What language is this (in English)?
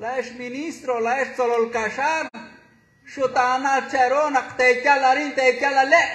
Kekchí